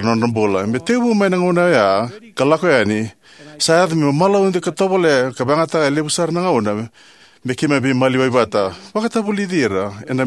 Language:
Fijian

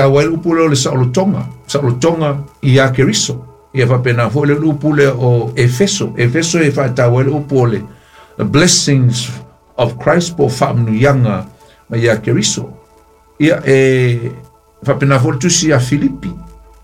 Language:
Samoan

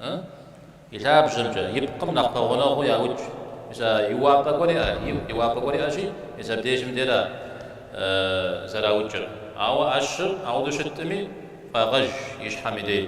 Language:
Kabardian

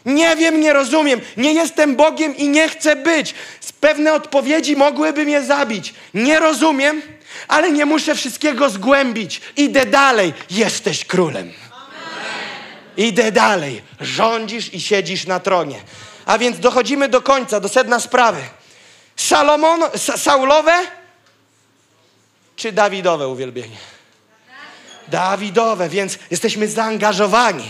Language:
Polish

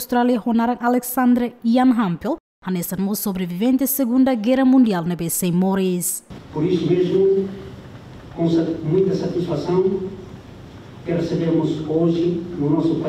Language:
Tetum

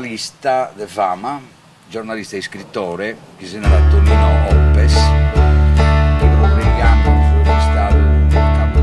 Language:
Sardinian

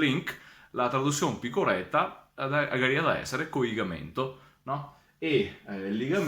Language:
Venetian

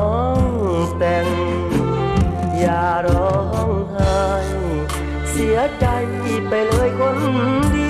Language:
Thai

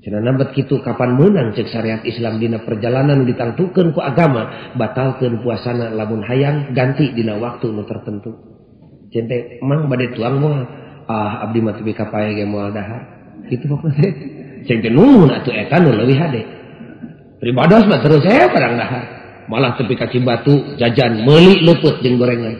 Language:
Sundanese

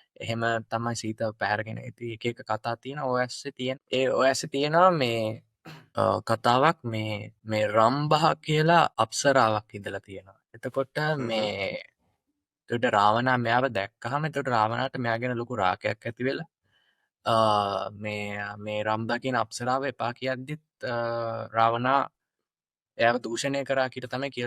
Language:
Sinhala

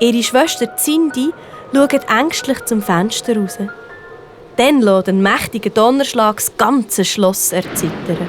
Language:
Swiss German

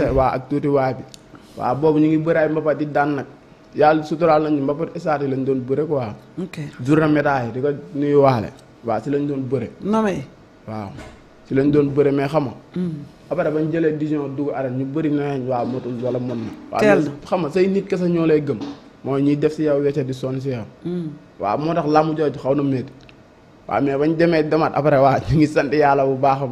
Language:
Wolof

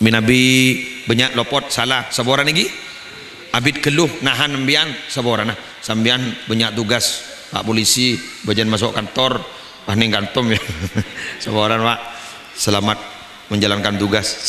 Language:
Madurese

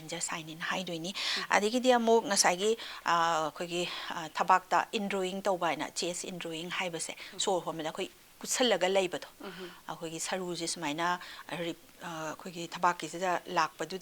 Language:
Manipuri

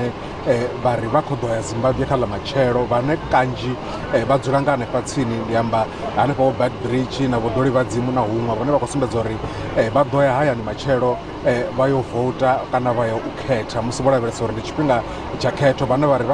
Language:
Venda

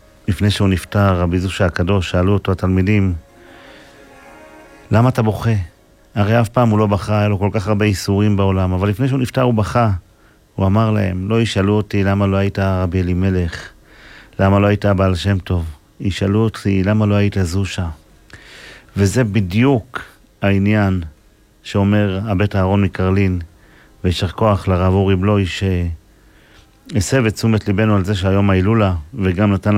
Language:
Hebrew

